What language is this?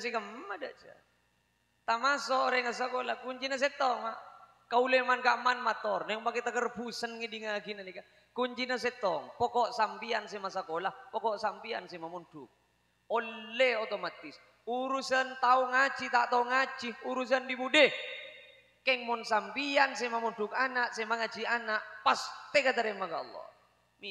Madurese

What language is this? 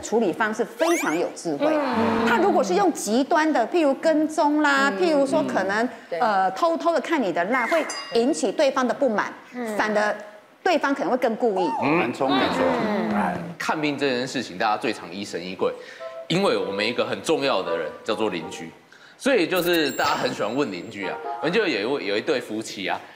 Chinese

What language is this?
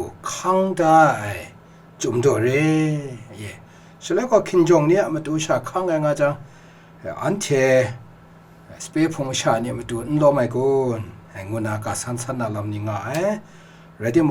Kachin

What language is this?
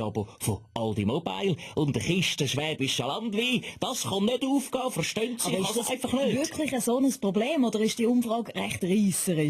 Swiss German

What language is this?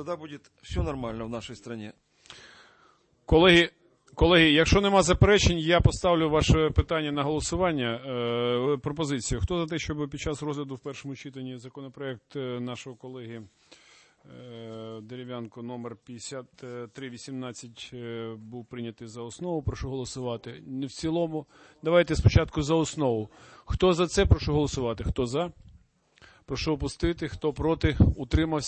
Ukrainian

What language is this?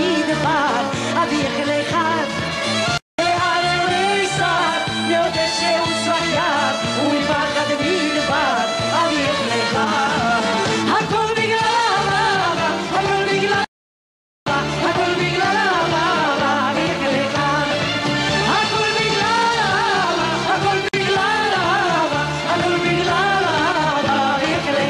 Hebrew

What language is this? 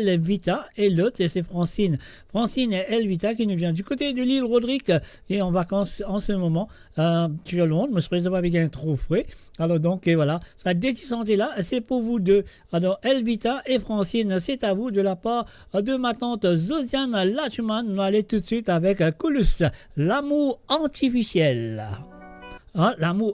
Morisyen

